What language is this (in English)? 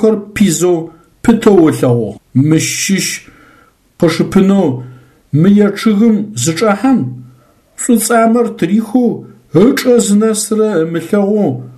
Adyghe